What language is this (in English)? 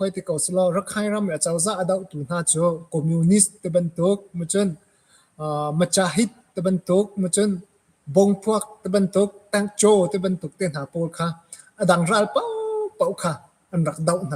Hakha Chin